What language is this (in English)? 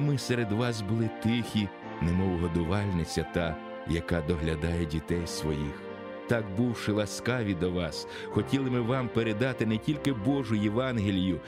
Ukrainian